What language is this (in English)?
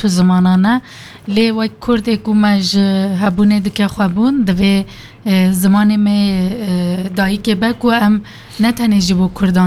Kurdish